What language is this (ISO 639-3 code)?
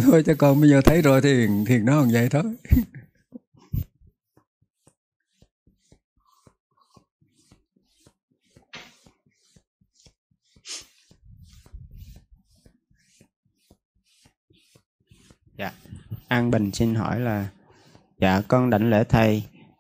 vie